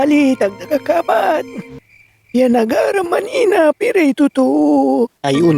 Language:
Pangasinan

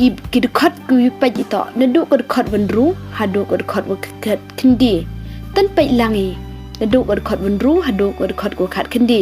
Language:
Pnar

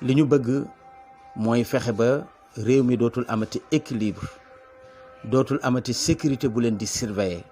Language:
Wolof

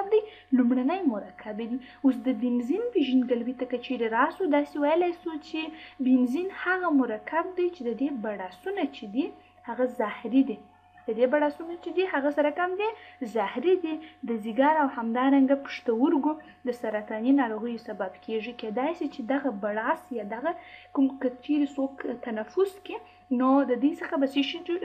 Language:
Pashto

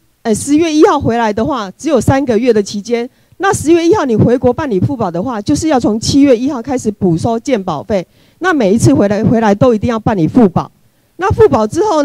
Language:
Chinese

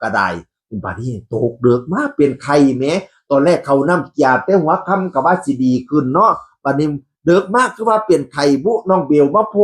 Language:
Northeastern Thai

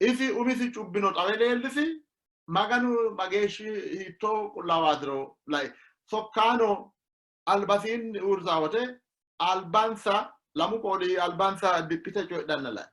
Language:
Sidamo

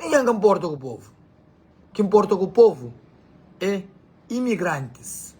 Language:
Kabuverdianu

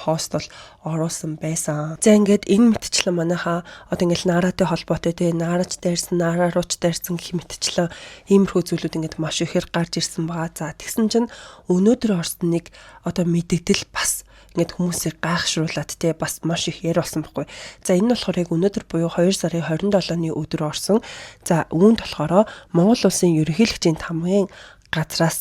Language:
Mongolian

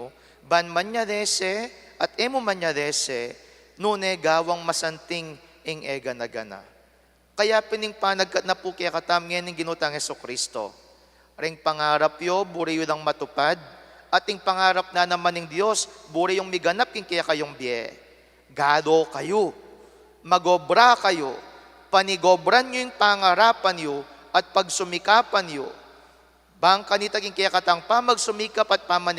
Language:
Pampanga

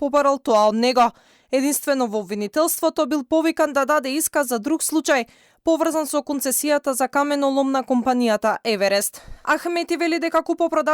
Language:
Macedonian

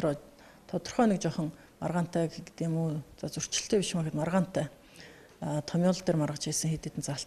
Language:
Mongolian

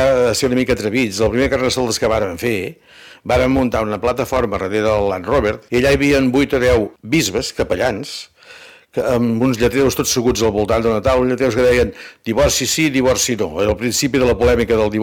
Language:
Catalan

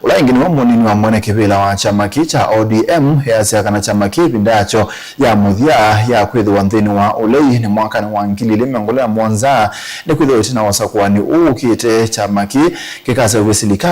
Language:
Kamba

